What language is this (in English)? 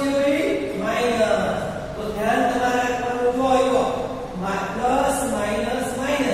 Gujarati